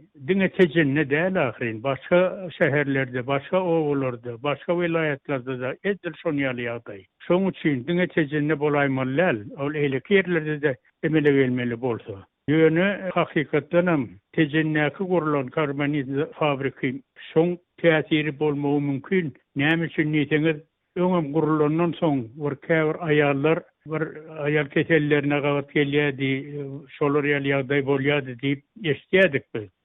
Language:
Turkmen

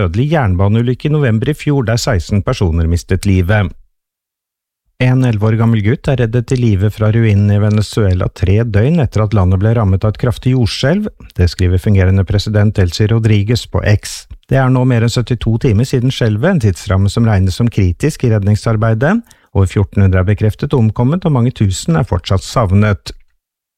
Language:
Norwegian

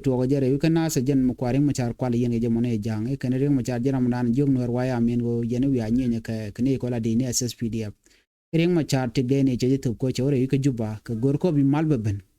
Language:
Nuer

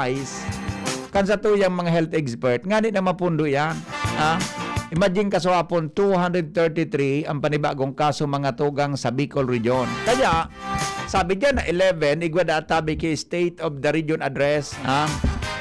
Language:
Bikol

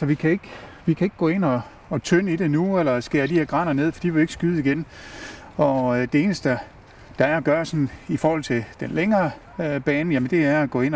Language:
Danish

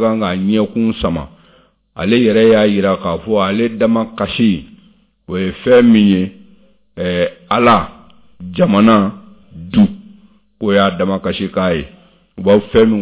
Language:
Bambara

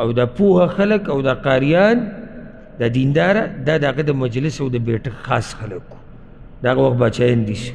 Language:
Pashto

